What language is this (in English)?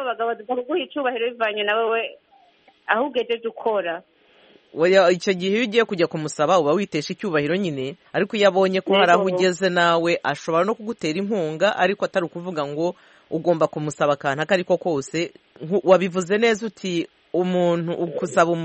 Kinyarwanda